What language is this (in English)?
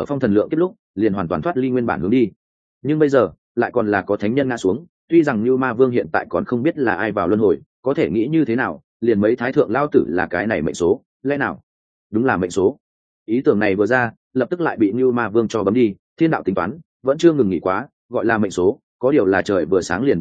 Vietnamese